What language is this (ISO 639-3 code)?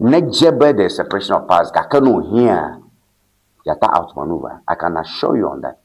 ewe